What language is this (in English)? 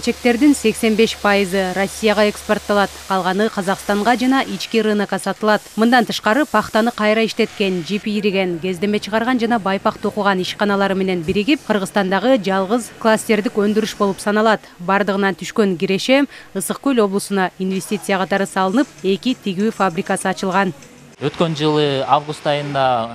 Kyrgyz